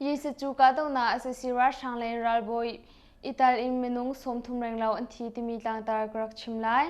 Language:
Hakha Chin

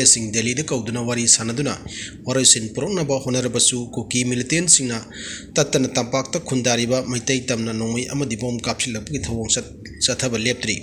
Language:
Manipuri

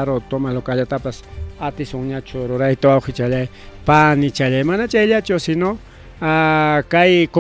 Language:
Ayacucho Quechua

